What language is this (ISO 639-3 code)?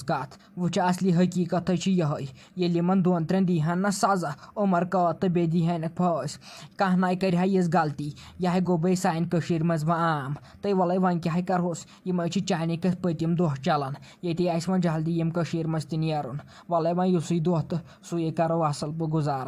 kas